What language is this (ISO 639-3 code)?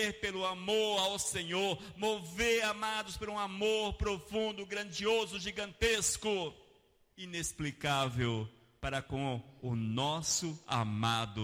por